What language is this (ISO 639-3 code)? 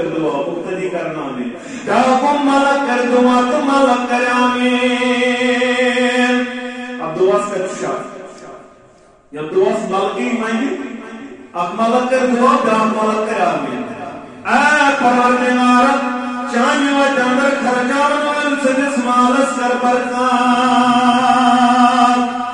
kas